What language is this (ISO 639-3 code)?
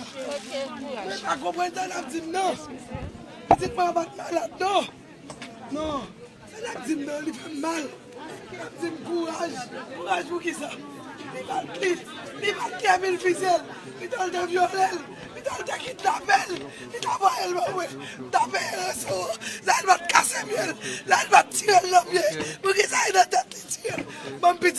hat